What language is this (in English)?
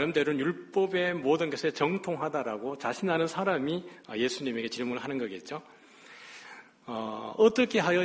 Korean